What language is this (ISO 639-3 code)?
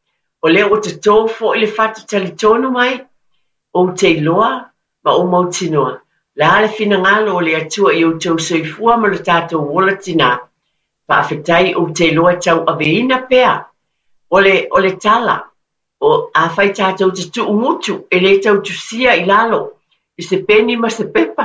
smo